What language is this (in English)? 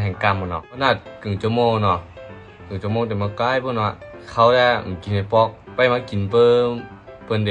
Shan